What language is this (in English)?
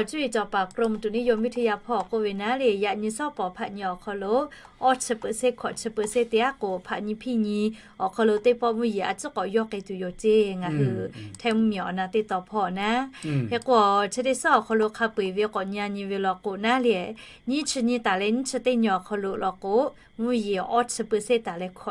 Lahu